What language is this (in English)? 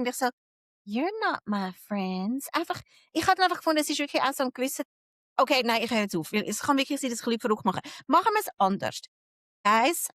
Swiss German